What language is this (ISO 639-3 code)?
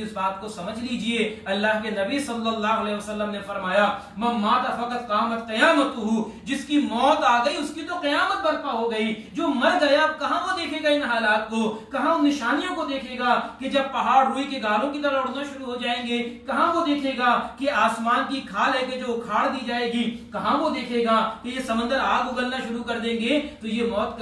urd